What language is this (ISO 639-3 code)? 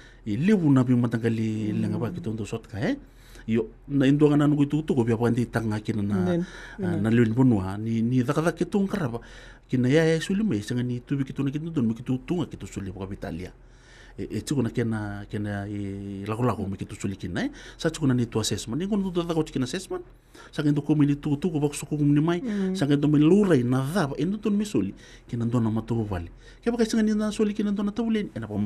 fij